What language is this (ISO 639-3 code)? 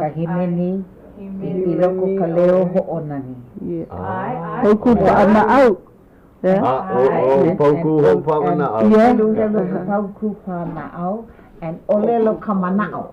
haw